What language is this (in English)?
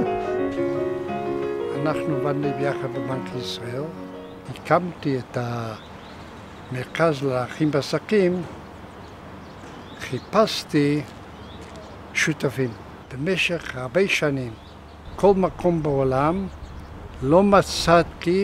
Hebrew